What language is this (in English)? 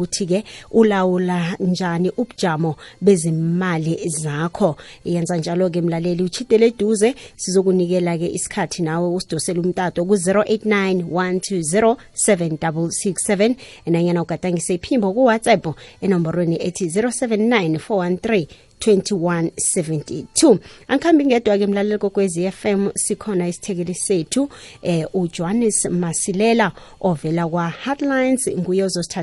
South Ndebele